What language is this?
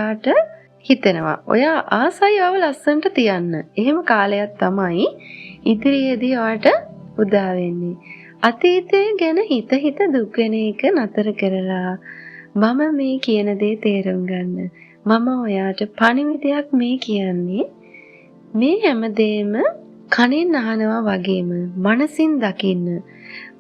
Sinhala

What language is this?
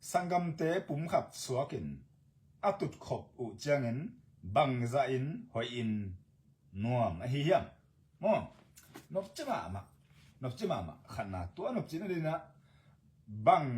Tedim Chin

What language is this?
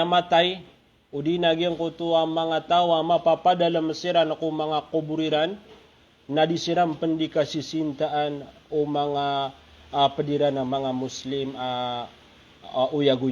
Maranao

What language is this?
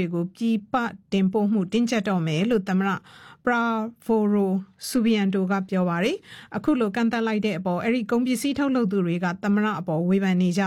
Burmese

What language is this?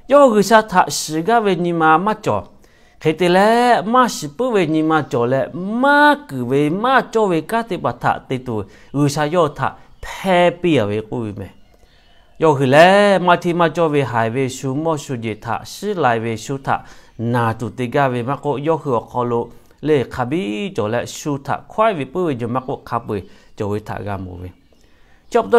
Lahu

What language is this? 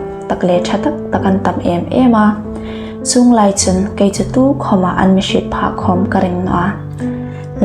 Hmar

